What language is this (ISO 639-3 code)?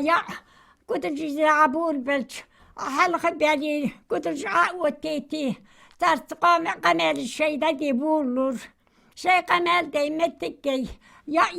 inh